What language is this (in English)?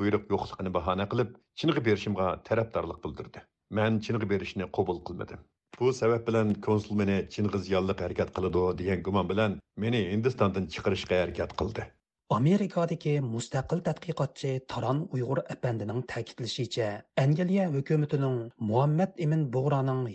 Uyghur